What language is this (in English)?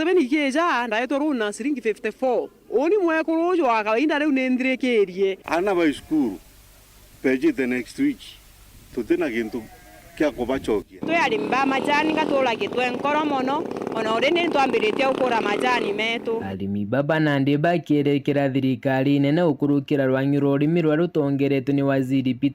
Meru